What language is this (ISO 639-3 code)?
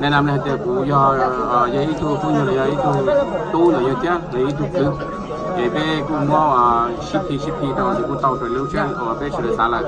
hmn